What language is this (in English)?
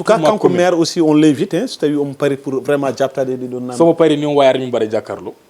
Fula